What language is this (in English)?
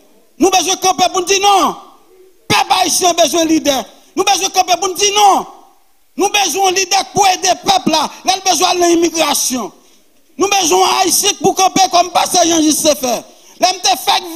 Haitian Creole